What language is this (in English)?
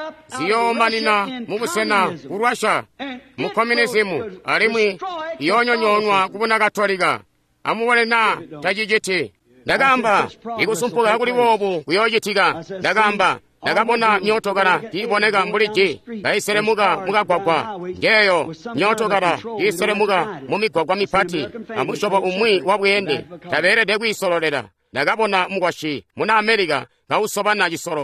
Tonga (Zambia)